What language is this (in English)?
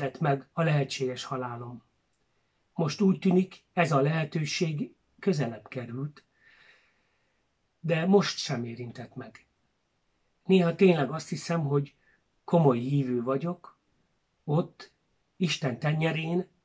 Hungarian